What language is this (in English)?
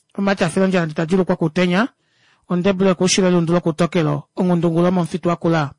Kuanyama